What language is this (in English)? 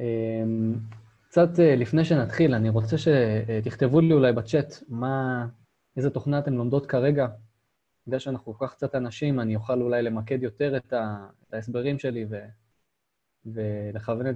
Hebrew